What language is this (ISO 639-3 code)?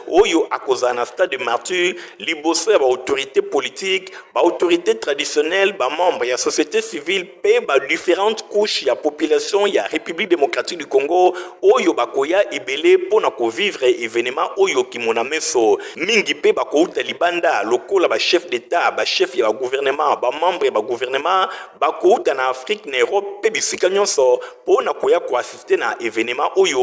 lin